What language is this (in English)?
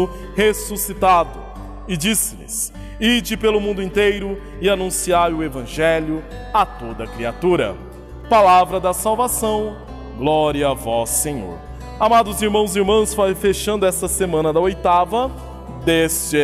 Portuguese